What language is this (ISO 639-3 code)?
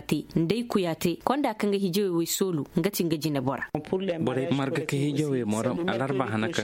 ses